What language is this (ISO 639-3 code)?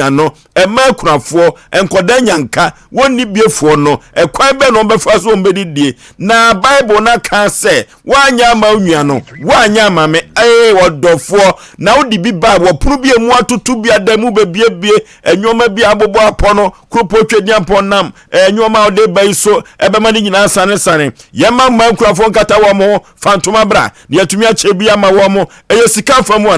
aka